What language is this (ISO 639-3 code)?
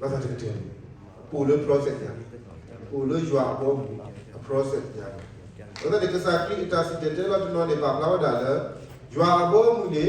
ksw